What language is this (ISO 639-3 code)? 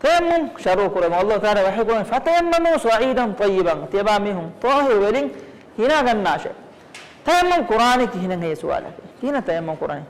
div